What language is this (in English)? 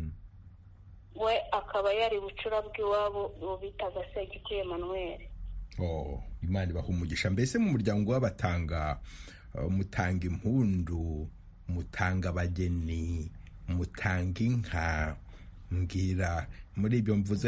Kinyarwanda